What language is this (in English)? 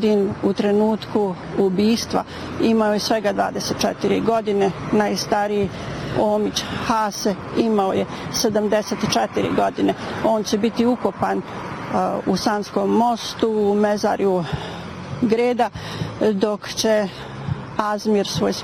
Bosnian